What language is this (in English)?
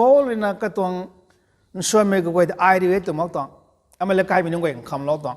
Rongmei Naga